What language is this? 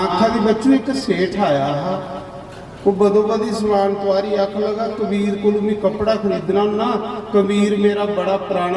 Dogri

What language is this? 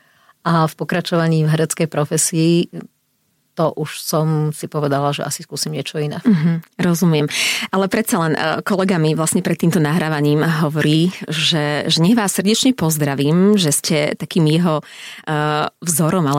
Slovak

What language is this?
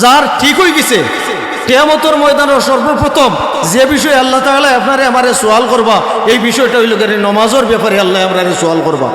Sylheti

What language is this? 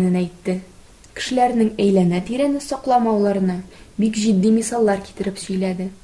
Tatar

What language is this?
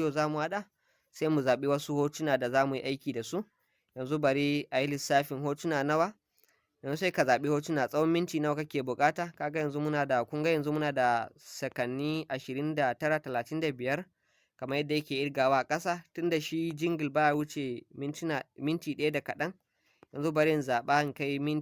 Hausa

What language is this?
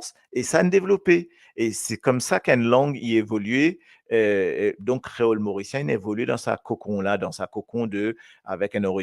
Morisyen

